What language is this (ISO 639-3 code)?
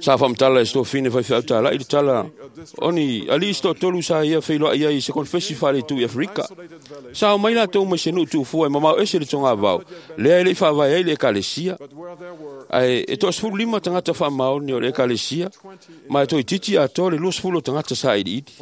smo